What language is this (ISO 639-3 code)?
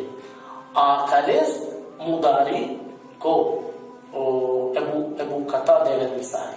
rmn